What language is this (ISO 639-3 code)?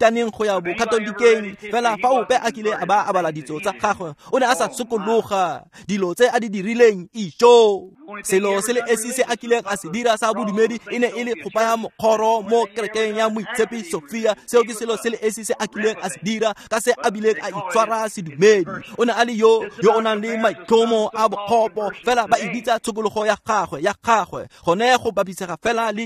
tsn